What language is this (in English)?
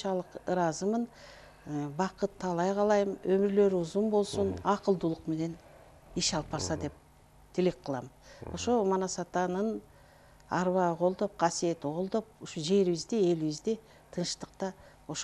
Kyrgyz